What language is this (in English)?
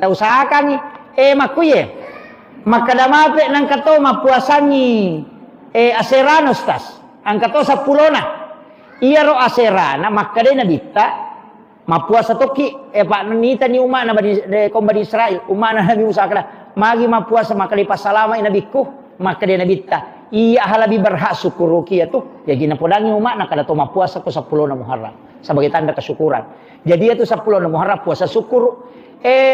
Buginese